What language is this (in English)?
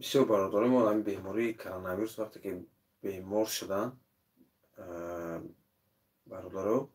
Tajik